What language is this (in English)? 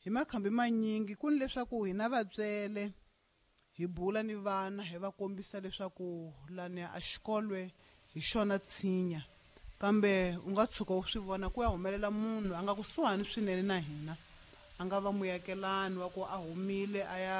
Tsonga